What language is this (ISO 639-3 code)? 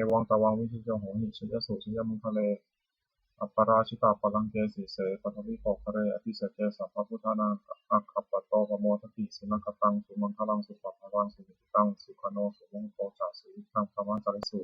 pli